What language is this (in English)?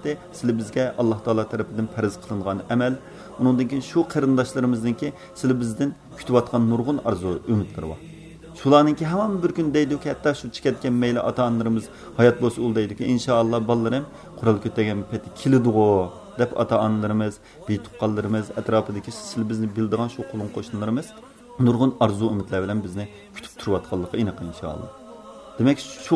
Uyghur